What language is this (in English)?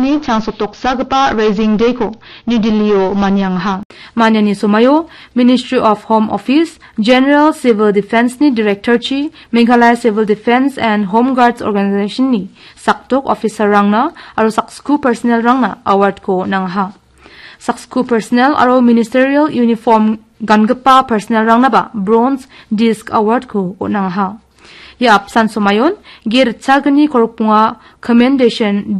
Garo